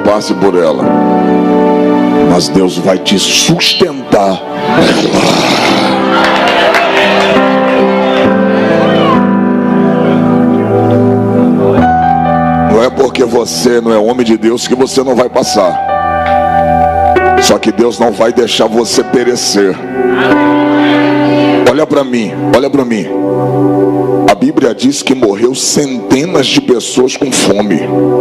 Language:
Portuguese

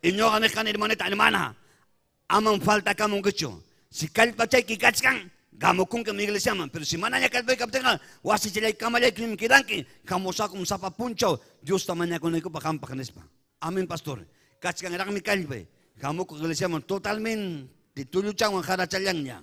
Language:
Ayacucho Quechua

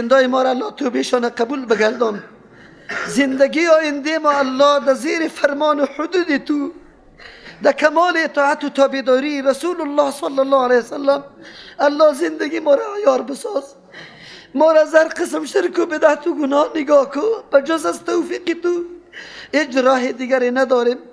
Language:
Persian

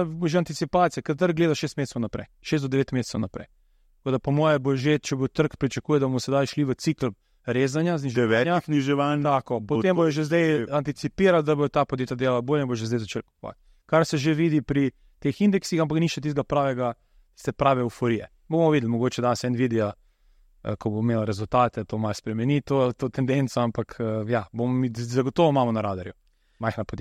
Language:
Slovenian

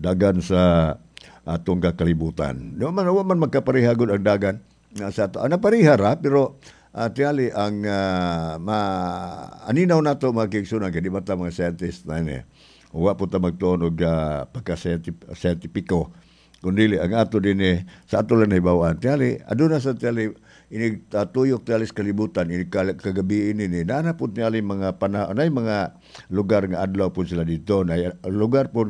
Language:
Cebuano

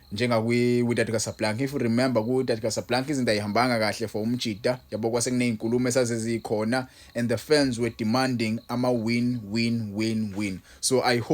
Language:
Zulu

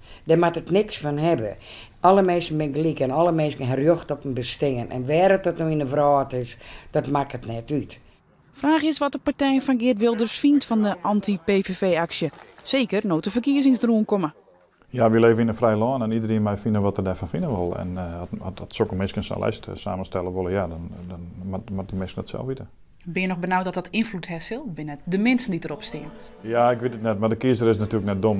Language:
Western Frisian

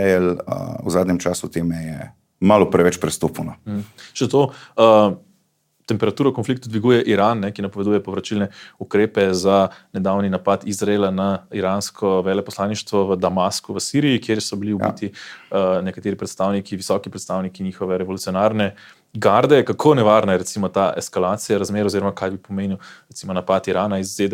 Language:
Slovenian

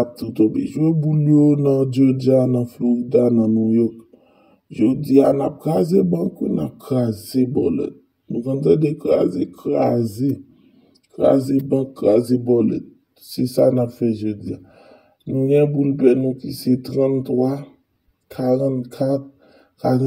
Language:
Haitian Creole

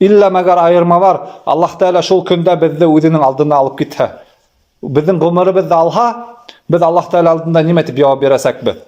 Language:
Bashkir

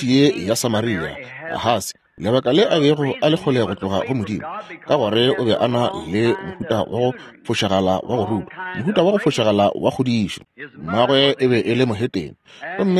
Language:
Northern Sotho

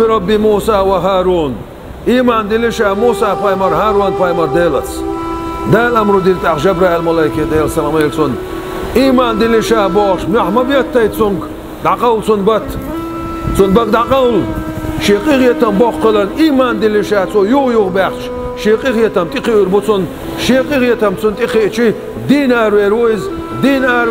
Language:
Chechen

